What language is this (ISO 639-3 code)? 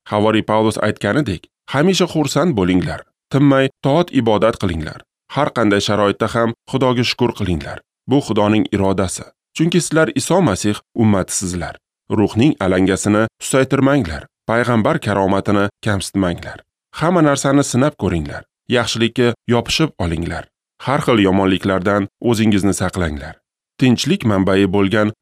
uzb